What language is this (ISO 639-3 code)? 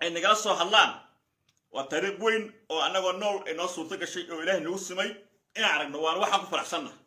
som